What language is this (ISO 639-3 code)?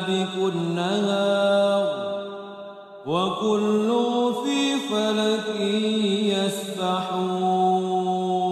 ara